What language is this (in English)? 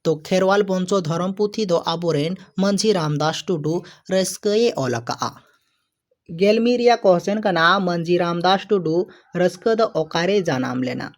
Santali